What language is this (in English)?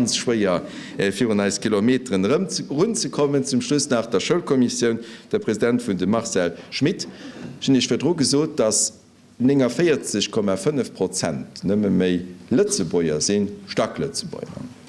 Luxembourgish